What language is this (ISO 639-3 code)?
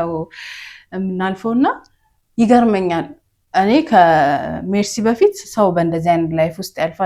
amh